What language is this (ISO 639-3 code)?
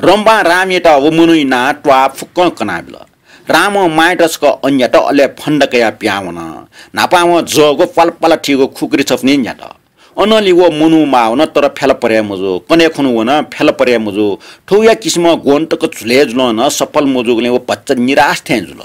new